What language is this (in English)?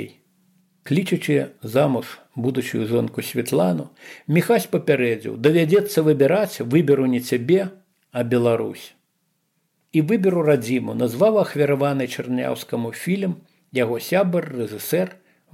Belarusian